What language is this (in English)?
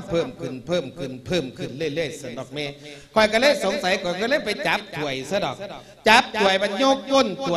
Lao